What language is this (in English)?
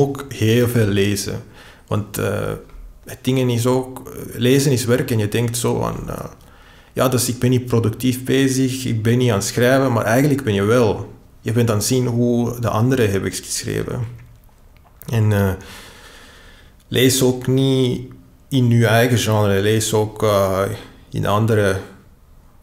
Dutch